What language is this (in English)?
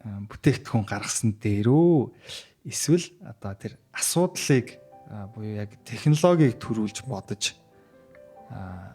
Mongolian